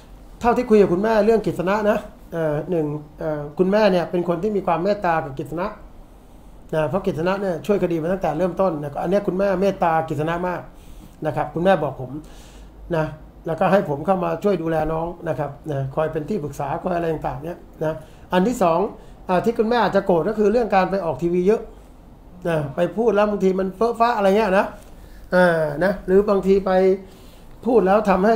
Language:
Thai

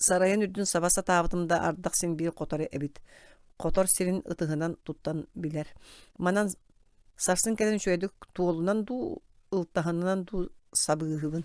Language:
Yakut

